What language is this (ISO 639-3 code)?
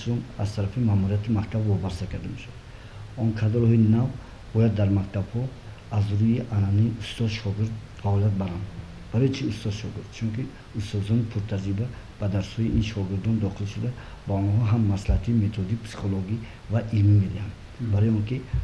tgk